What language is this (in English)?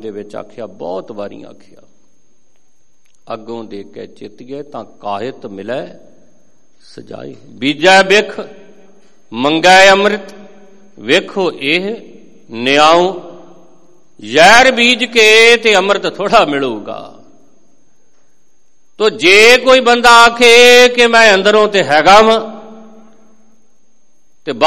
Punjabi